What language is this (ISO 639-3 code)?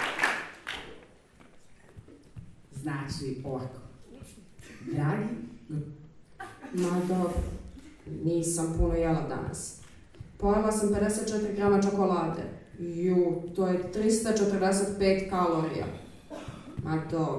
hrv